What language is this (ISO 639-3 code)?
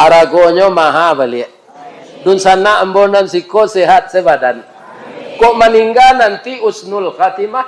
min